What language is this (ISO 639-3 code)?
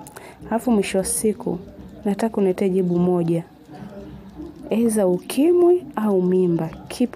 swa